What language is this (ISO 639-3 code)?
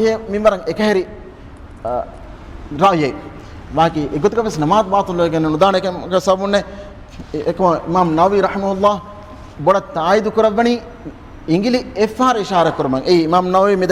div